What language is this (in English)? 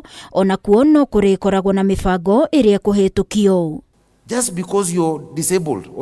Kikuyu